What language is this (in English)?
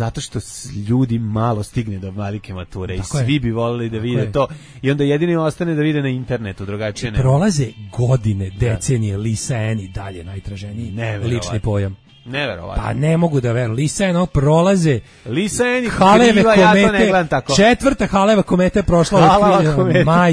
Serbian